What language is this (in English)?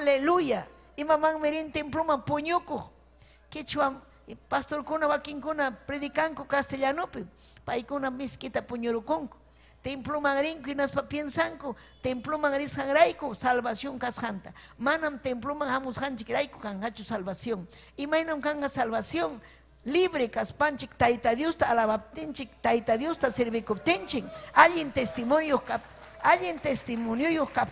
Ayacucho Quechua